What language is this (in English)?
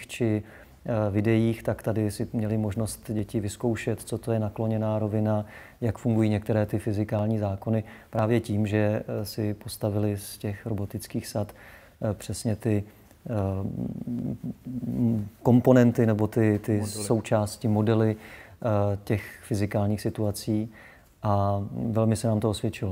Czech